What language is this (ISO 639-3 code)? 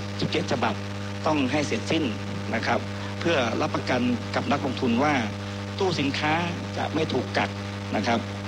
tha